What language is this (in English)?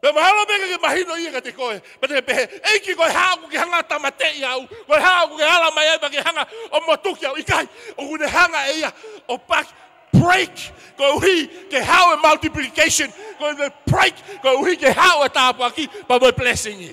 Tongan